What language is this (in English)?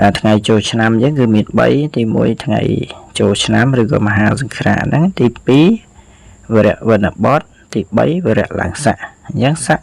Khmer